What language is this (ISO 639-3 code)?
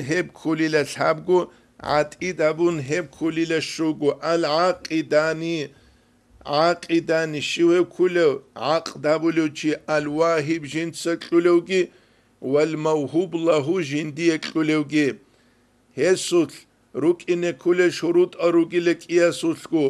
ava